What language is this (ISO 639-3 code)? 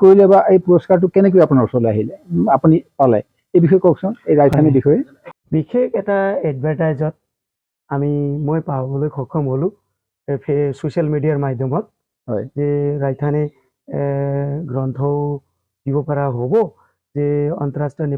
asm